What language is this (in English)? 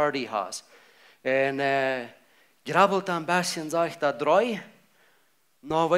Plautdietsch